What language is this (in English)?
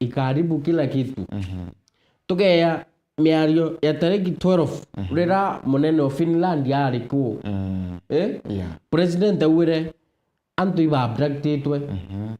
Meru